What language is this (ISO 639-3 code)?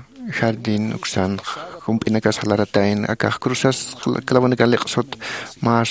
aym